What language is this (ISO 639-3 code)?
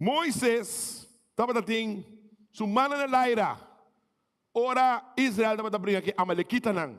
pap